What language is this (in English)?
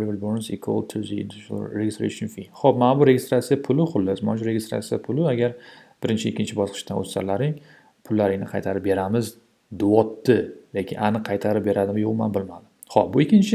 Uzbek